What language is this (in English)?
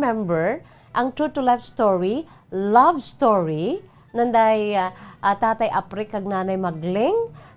Hiligaynon